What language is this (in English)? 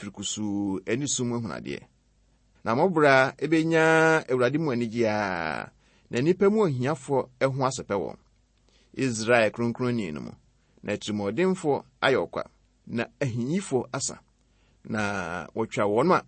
Akan